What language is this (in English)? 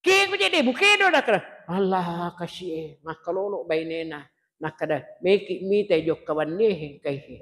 Buginese